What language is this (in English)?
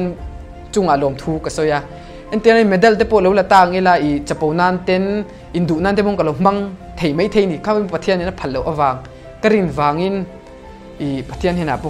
Mizo